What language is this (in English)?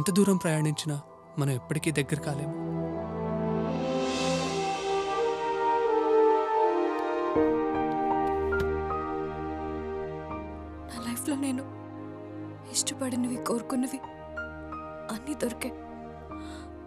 Telugu